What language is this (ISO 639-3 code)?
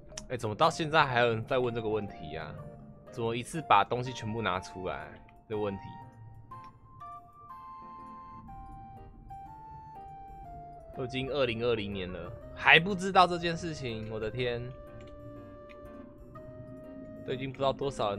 zho